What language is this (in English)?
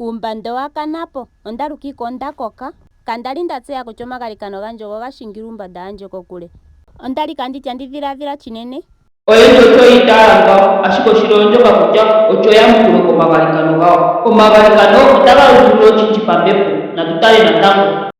Ndonga